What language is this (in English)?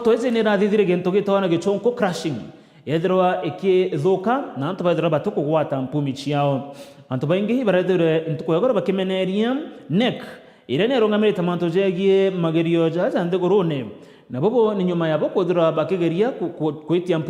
Meru